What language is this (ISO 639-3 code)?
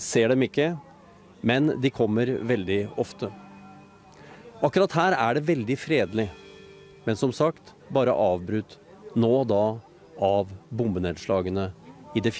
nor